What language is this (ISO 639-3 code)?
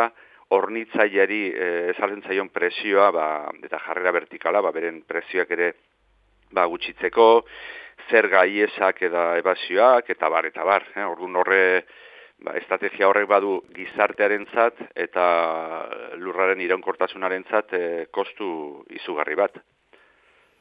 eus